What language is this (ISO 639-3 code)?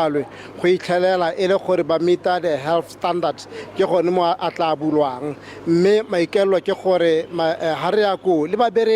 tsn